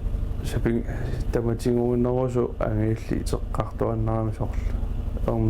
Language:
Kalaallisut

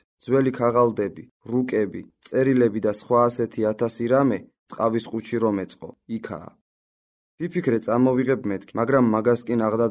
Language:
Georgian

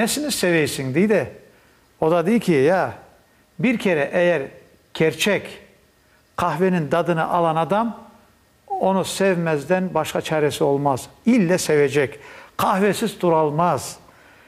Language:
Crimean Tatar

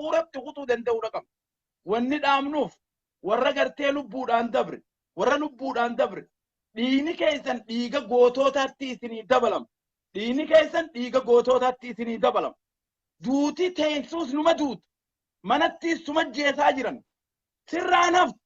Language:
Oromo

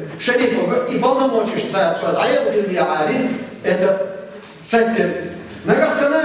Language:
Chechen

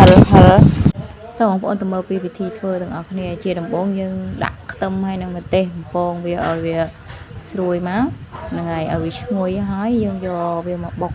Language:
Khmer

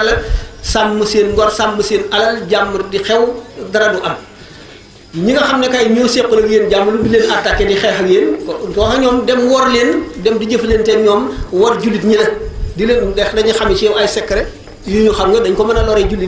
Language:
Wolof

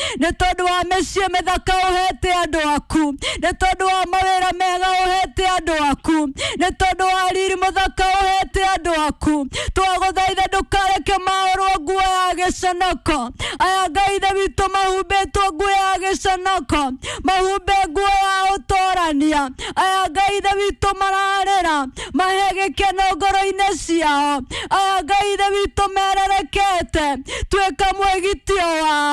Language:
Kikuyu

